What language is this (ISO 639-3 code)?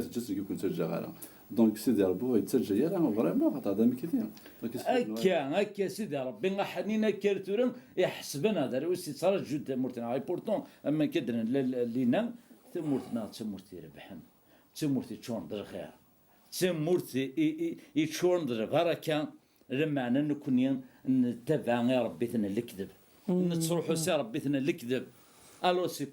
kab